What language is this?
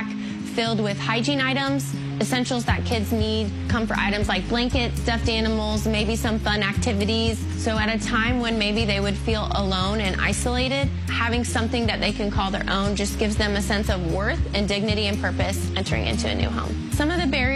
English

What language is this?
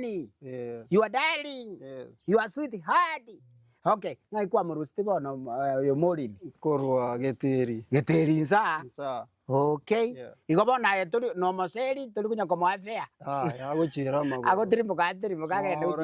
Gusii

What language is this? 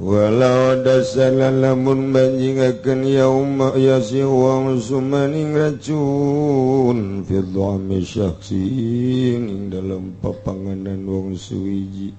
Sundanese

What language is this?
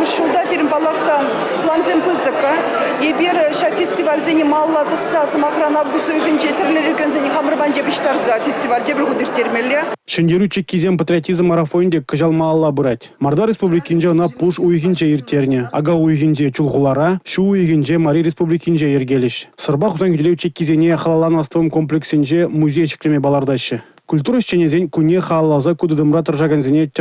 Chuvash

